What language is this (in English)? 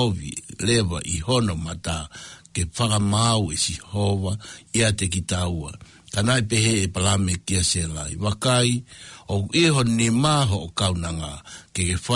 Tongan